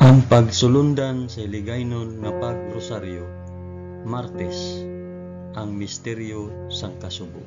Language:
Hiligaynon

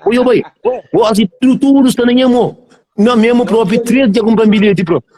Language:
Kabuverdianu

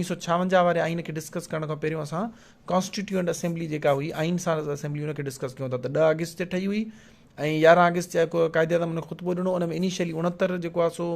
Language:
Sindhi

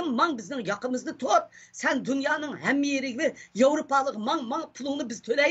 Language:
Uyghur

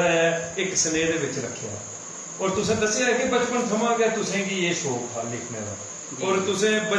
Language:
Dogri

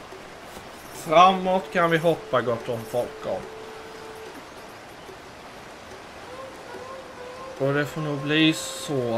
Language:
Swedish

